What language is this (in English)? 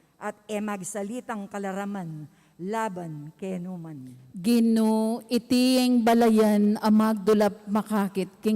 Pampanga